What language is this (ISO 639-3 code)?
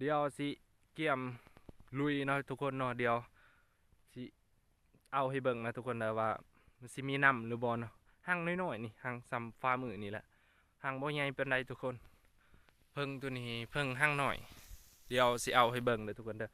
lao